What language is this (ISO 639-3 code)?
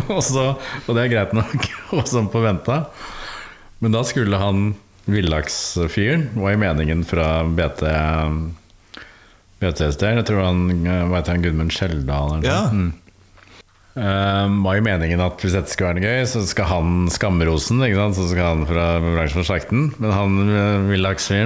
nor